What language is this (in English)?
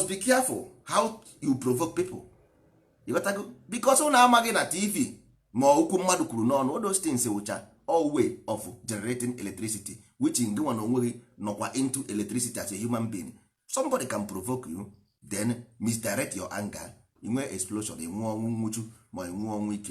Igbo